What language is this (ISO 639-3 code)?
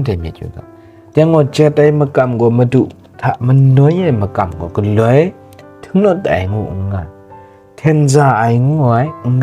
kac